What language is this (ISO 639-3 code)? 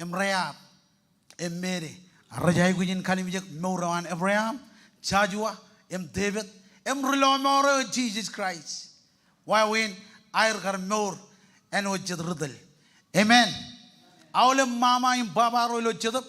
mah